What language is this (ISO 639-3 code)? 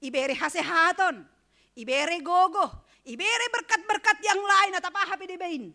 bts